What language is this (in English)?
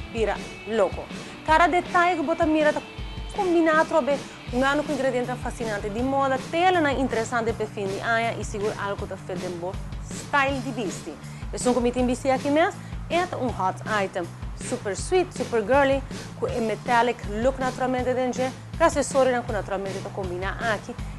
Papiamento